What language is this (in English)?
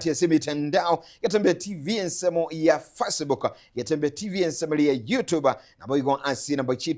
Gusii